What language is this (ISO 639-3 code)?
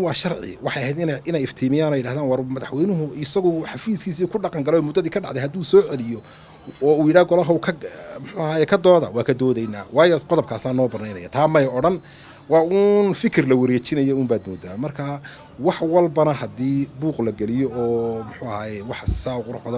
som